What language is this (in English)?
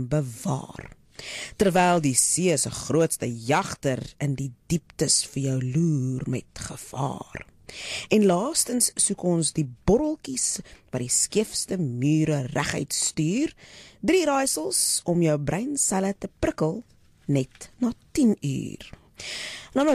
Afrikaans